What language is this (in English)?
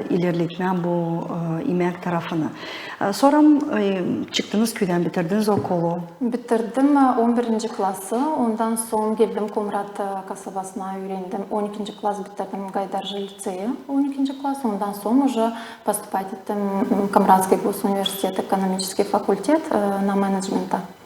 Gagauz